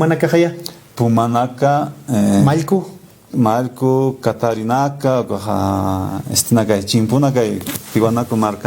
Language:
Aymara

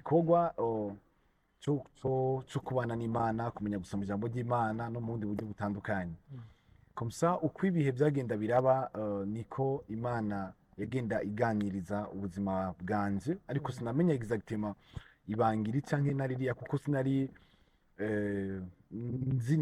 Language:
Rundi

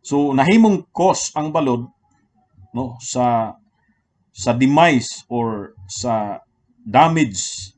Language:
Cebuano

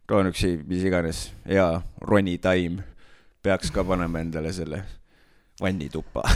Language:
Estonian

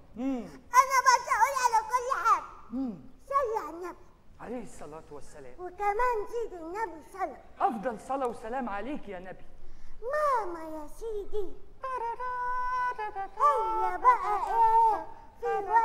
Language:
Egyptian Arabic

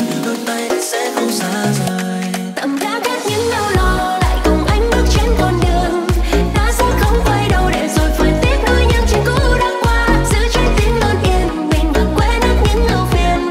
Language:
Vietnamese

